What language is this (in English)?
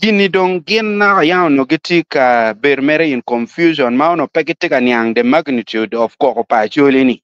Acoli